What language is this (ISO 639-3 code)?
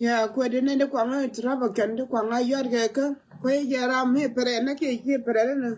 nus